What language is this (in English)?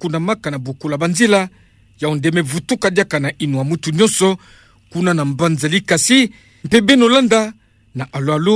Kituba (Democratic Republic of Congo)